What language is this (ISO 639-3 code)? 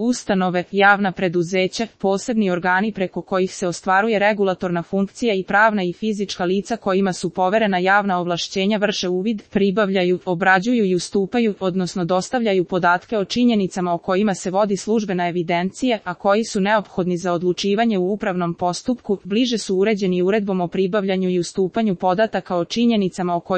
srp